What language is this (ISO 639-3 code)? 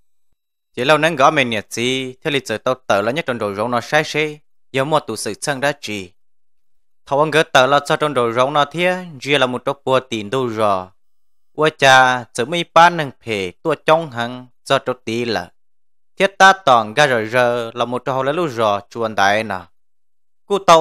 vie